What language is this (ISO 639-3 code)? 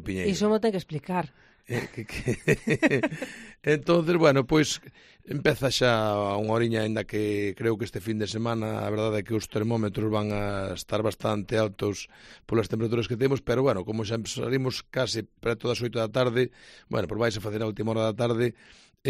glg